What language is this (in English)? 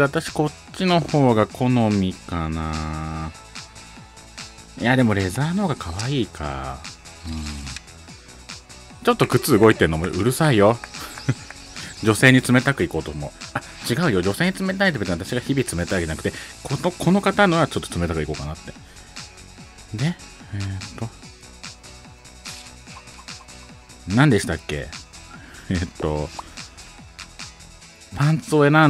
Japanese